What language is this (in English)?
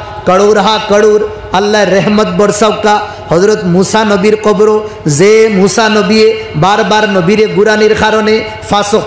Sylheti